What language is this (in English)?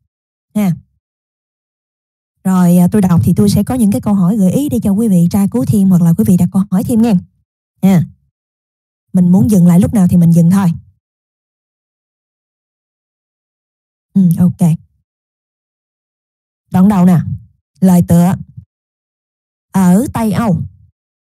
Vietnamese